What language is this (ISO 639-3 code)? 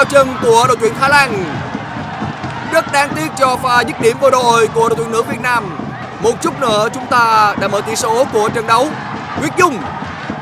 vie